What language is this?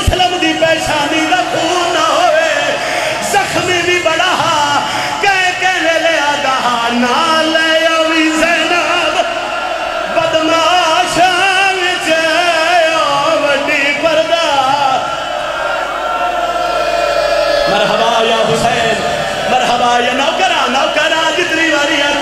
Western Panjabi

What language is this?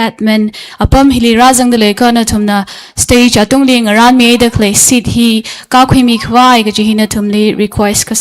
Tangkhul Naga (India)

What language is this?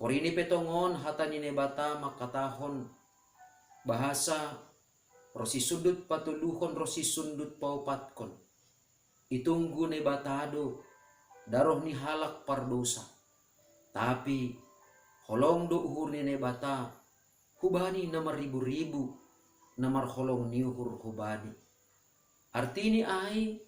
Batak Simalungun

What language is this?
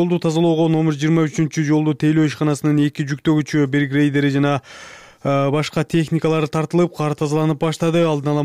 Kyrgyz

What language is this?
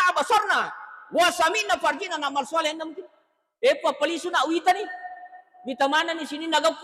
Buginese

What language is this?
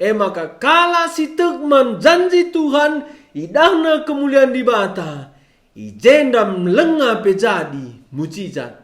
Batak Karo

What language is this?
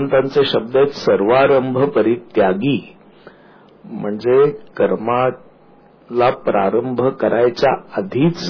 Marathi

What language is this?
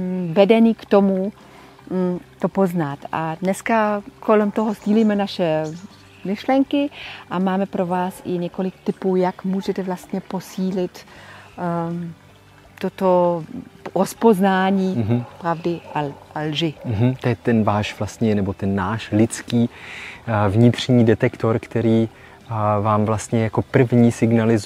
Czech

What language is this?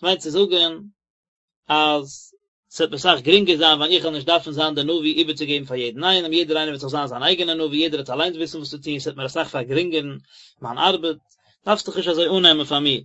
Yiddish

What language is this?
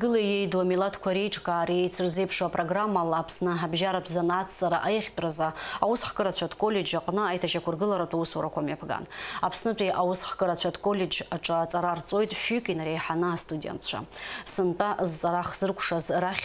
Abkhazian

